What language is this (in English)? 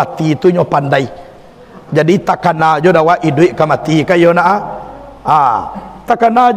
Minangkabau